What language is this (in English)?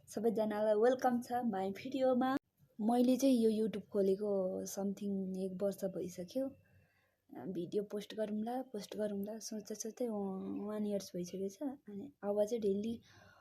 Nepali